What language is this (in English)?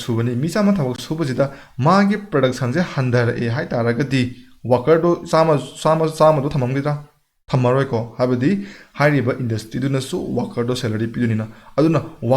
Manipuri